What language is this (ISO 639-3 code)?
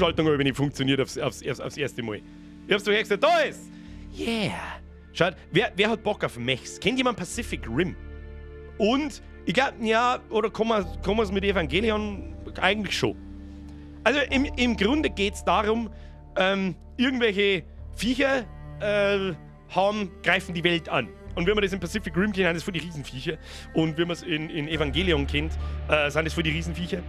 bar